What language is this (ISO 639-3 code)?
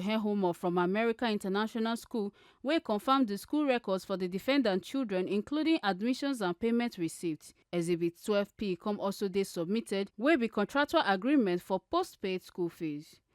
pcm